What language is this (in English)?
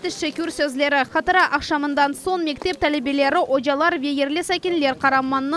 Crimean Tatar